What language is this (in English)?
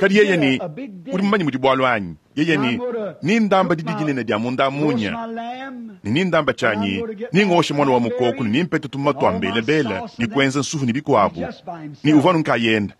Luba-Lulua